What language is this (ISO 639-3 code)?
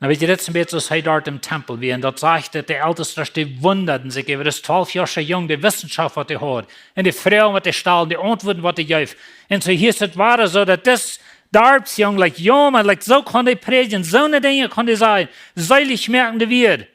pdt